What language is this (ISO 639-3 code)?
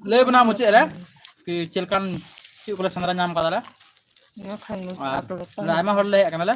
sat